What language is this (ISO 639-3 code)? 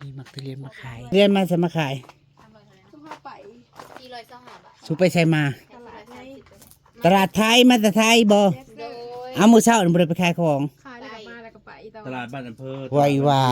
tts